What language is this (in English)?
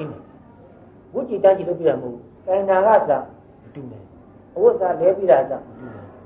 Burmese